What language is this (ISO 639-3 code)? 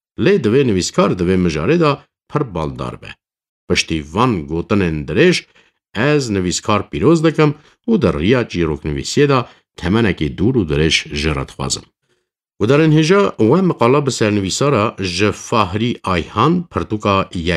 kur